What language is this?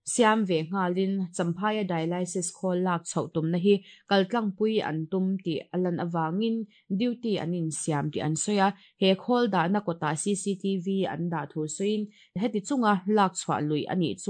Mizo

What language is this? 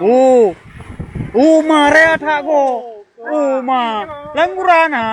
Achinese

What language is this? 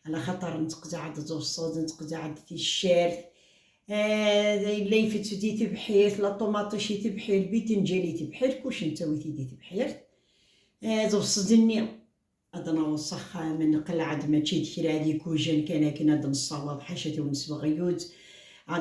Kabyle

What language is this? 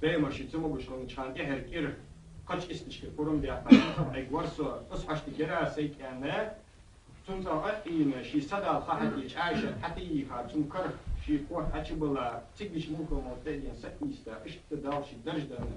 Ingush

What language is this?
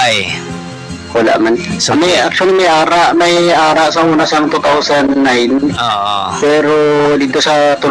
Hiligaynon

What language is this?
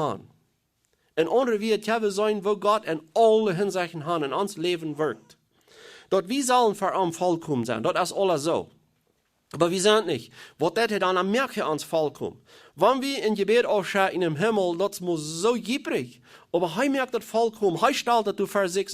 Plautdietsch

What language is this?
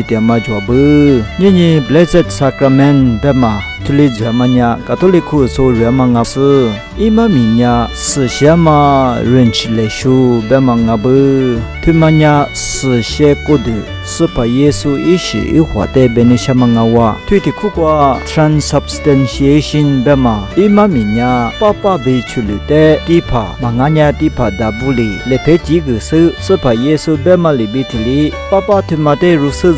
Lisu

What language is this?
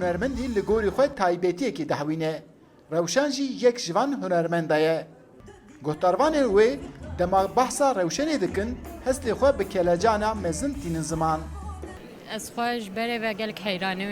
Kurdish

